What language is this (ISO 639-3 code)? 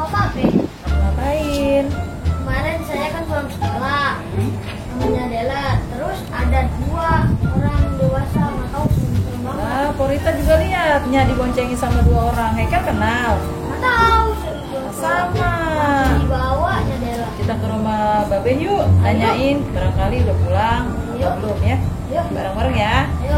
bew